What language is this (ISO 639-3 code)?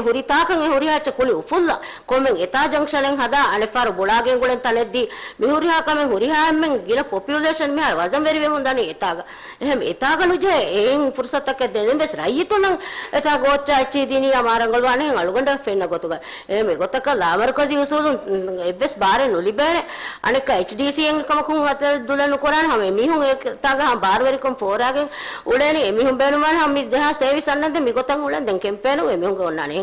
div